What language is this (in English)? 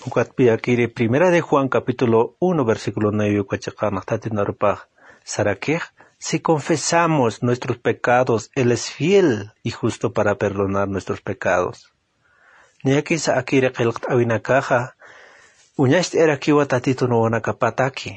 Aymara